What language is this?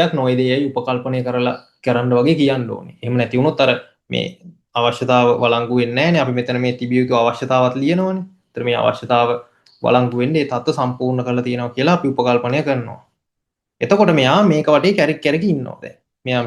Sinhala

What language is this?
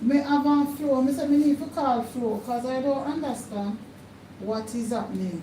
Jamaican Creole English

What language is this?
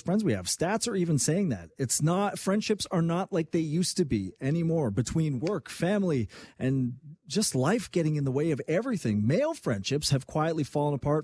English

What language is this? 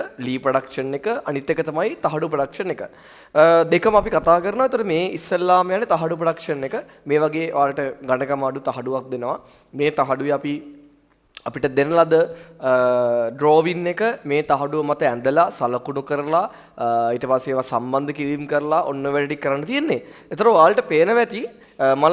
Sinhala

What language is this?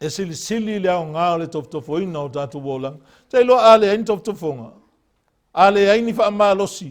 Samoan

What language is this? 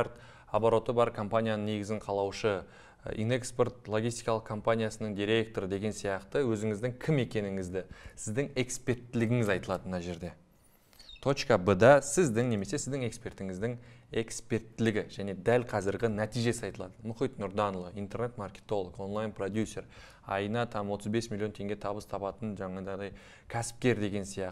Kazakh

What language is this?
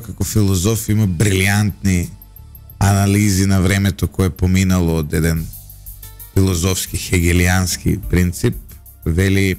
Macedonian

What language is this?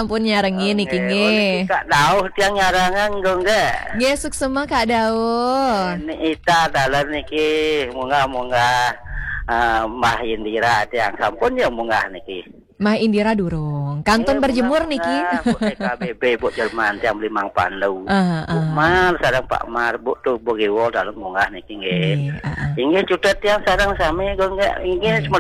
Balinese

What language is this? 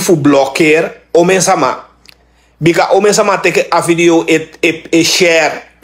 Sranan Tongo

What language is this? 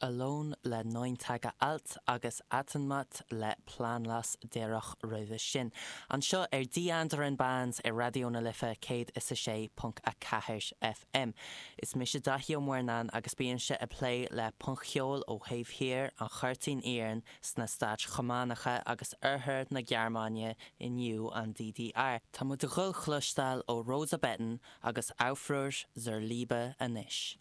Irish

